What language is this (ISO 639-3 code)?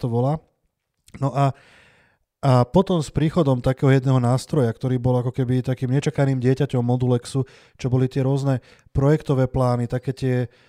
slk